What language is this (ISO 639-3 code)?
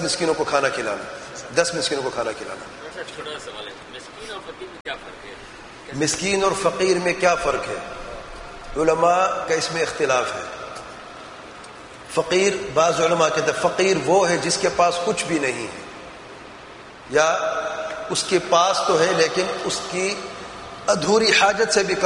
urd